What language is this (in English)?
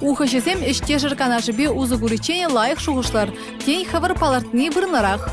Chuvash